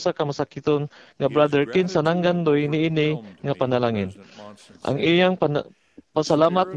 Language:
Cebuano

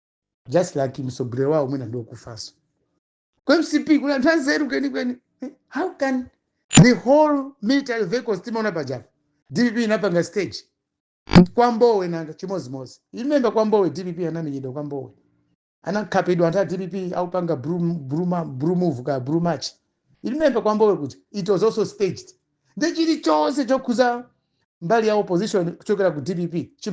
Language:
Nyanja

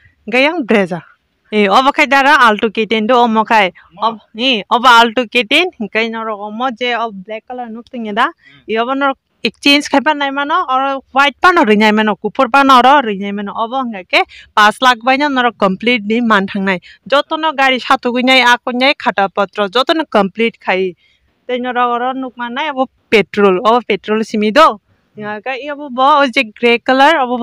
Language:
Kok Borok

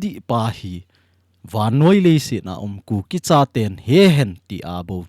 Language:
Thado Chin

